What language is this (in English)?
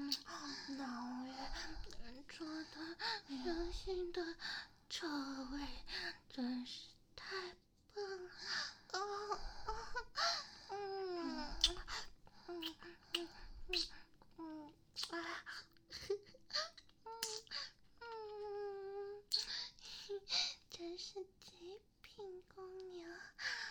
Chinese